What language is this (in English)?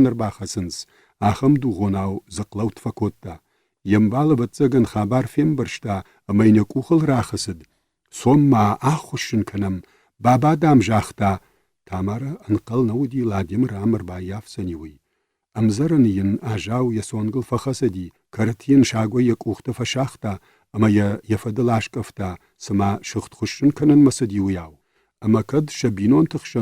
Ossetic